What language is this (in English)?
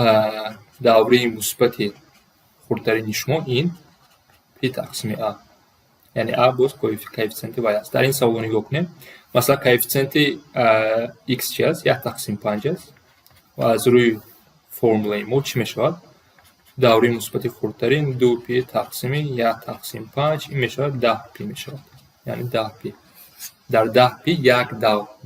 Tajik